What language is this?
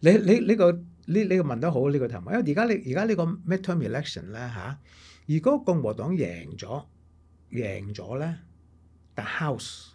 Cantonese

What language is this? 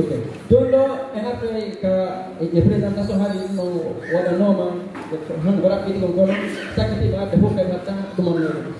Fula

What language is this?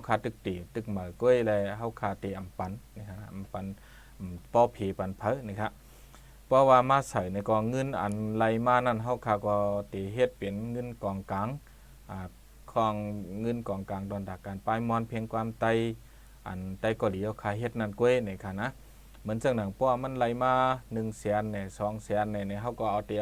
Shan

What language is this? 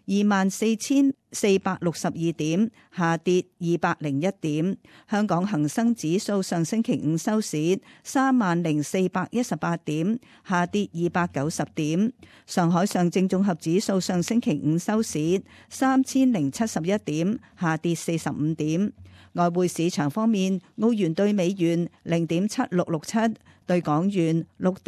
Cantonese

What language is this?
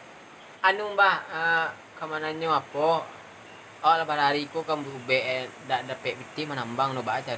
Minangkabau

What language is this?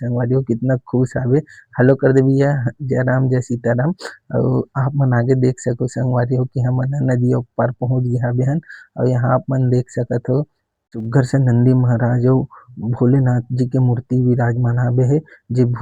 Chhattisgarhi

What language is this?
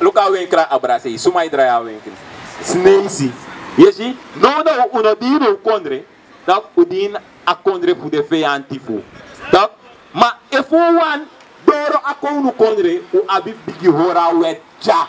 Sranan Tongo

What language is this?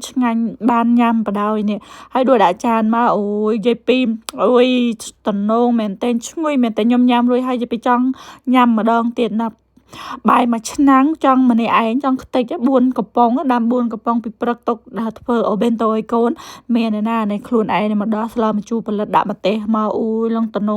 Khmer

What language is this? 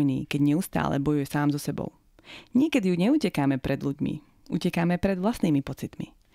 Slovak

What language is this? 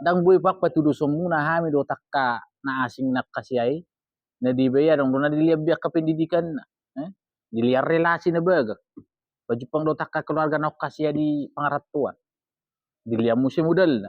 Batak Toba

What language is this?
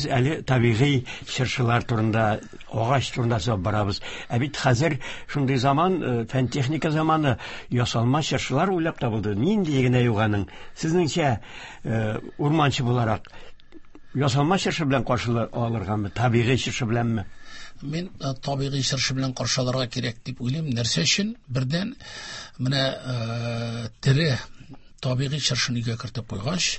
Tatar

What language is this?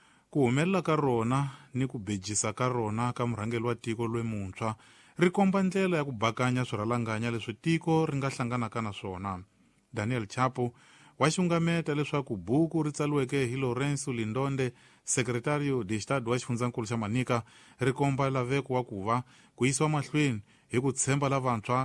Tsonga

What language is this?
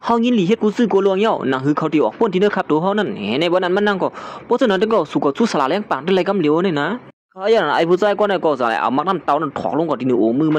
Shan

